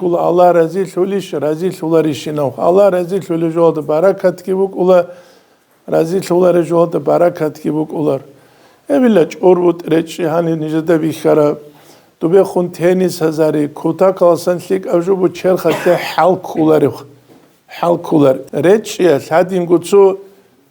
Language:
Avaric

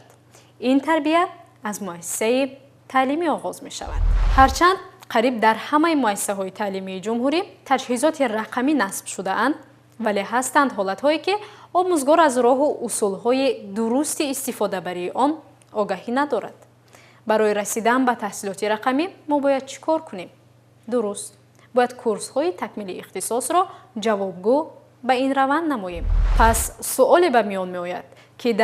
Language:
Tajik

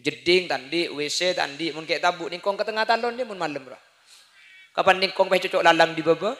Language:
Madurese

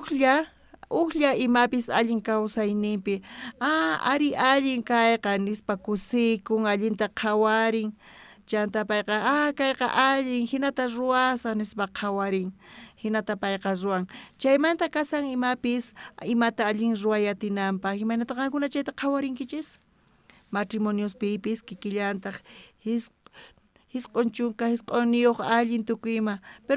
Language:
South Bolivian Quechua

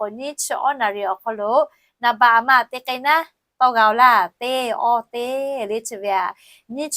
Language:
Lahu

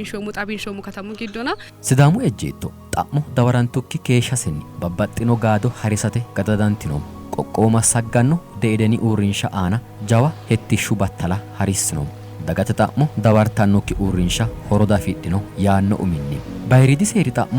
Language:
Sidamo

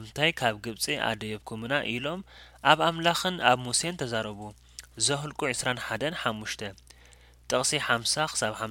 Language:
Tigrinya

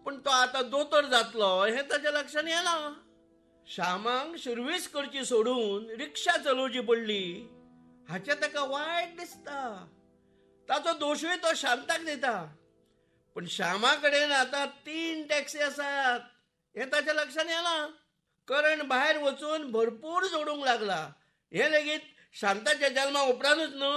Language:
Konkani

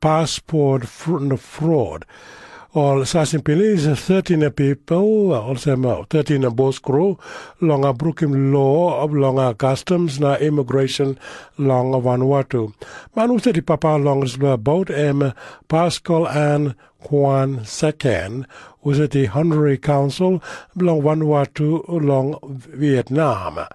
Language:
Tok Pisin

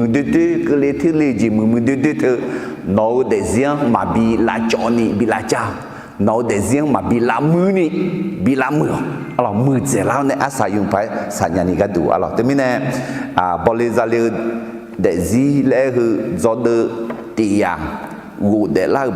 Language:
Akha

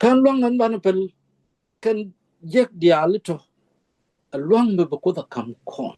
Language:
Nuer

